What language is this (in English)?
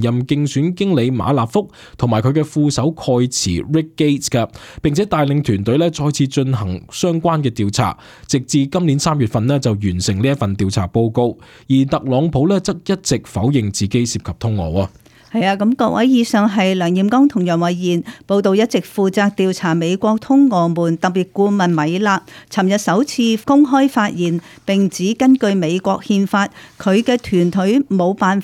Cantonese